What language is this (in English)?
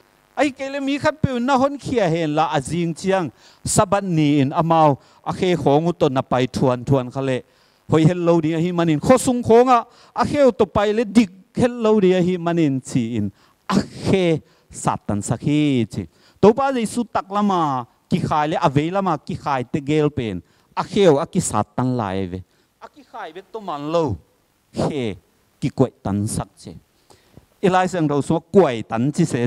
Tedim Chin